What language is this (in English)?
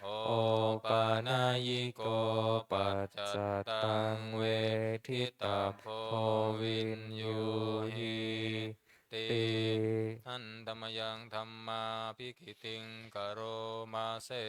Pali